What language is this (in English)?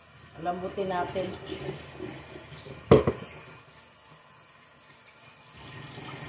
Filipino